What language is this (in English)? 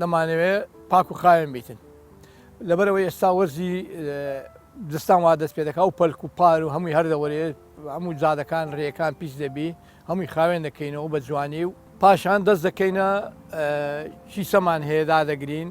Central Kurdish